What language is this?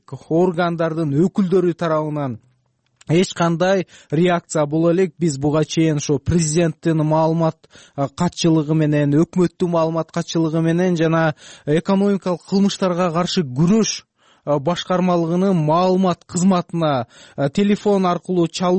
Kyrgyz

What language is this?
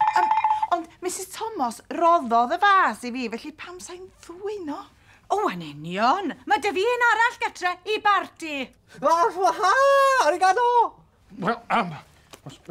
Welsh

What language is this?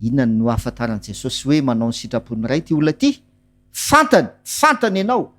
Malagasy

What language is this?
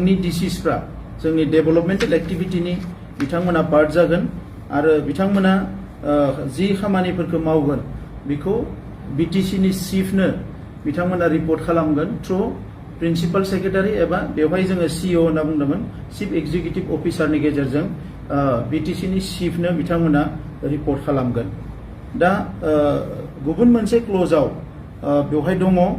Bodo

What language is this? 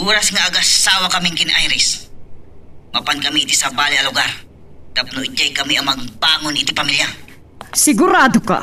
Iloko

